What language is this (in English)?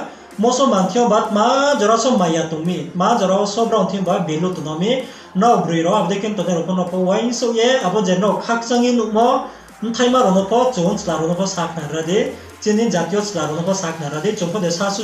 Riang (India)